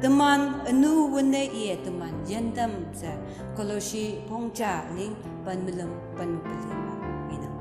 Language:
Konyak Naga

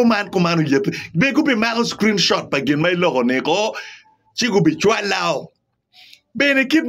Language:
Acoli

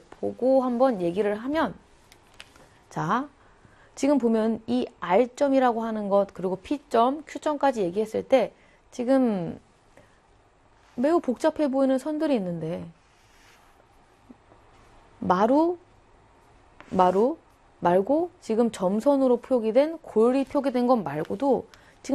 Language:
Korean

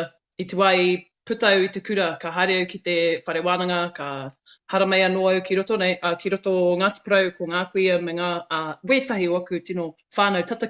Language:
Māori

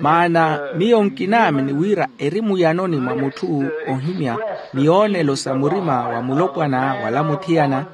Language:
Makhuwa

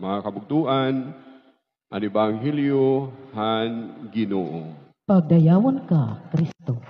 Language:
Waray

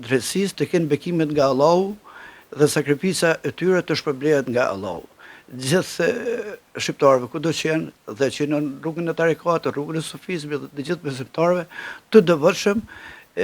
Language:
Albanian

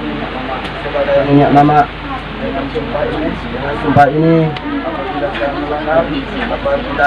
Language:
Minangkabau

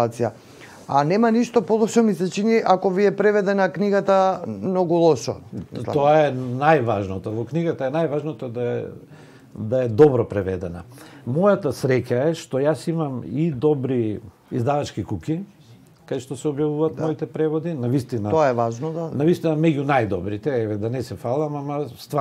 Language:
Macedonian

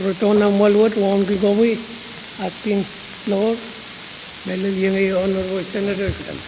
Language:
Pohnpeian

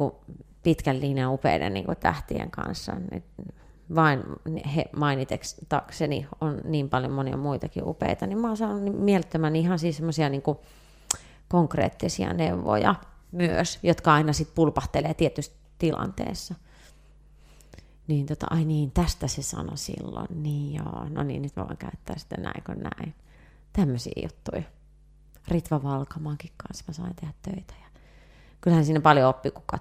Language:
Finnish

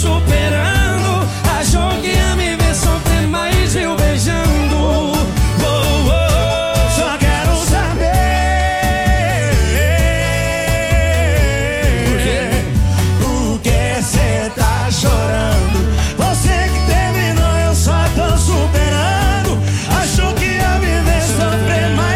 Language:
Portuguese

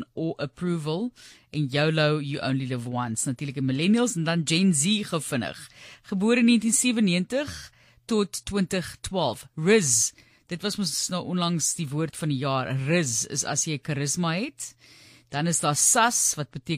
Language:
Afrikaans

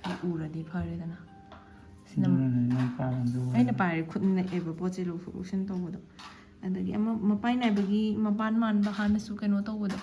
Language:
Manipuri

